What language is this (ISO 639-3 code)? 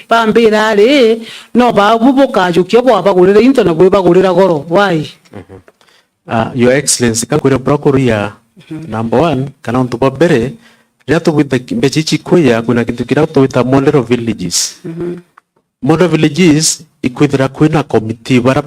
mer